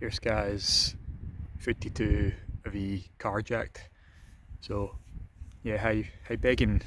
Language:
Scottish Gaelic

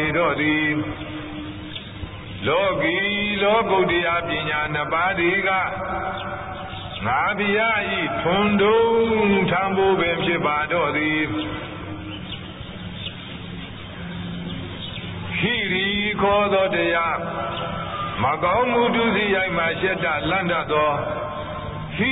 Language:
Burmese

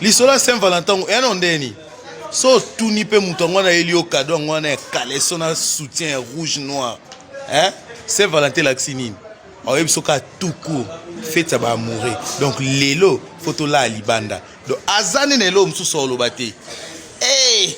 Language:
Lingala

